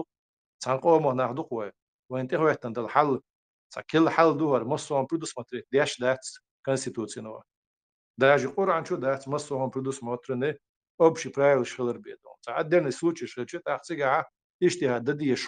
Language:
Chechen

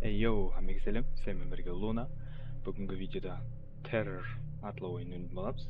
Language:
Kara-Kalpak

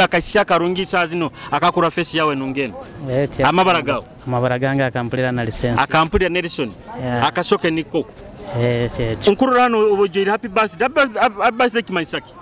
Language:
Nyoro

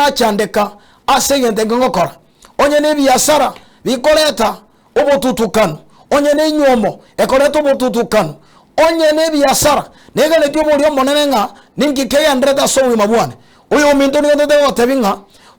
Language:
Gusii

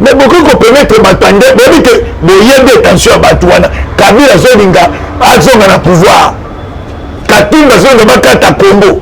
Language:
Lingala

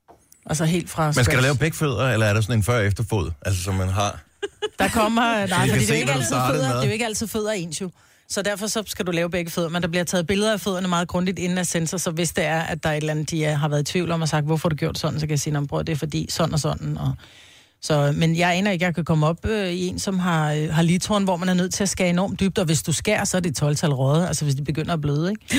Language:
Danish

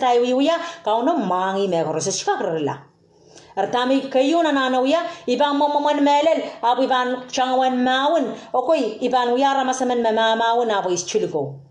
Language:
Pohnpeian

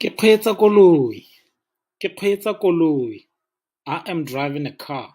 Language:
Tswana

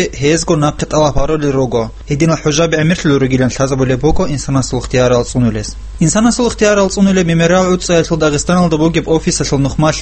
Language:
Avaric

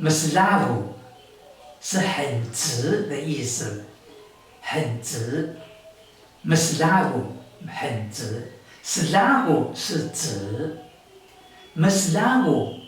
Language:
Taroko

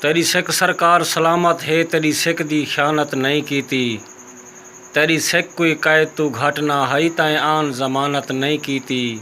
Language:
Saraiki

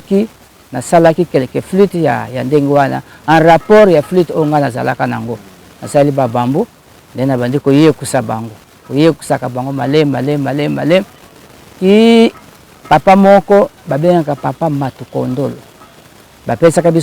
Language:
Lingala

